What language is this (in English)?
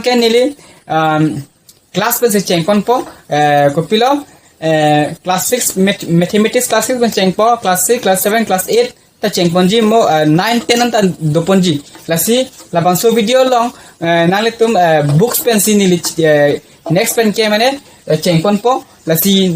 Karbi